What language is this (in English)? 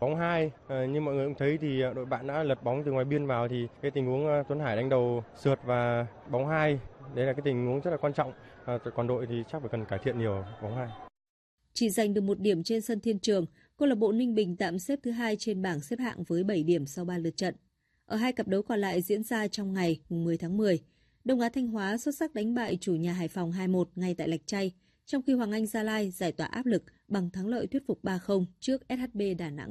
Vietnamese